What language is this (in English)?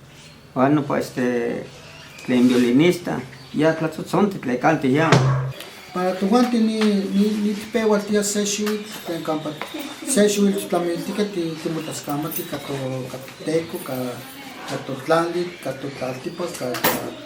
Western Huasteca Nahuatl